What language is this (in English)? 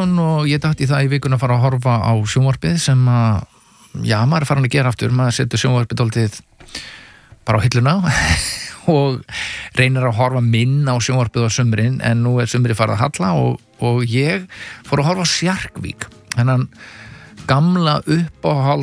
Icelandic